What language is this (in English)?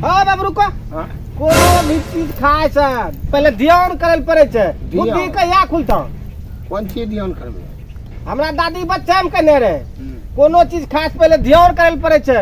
Maithili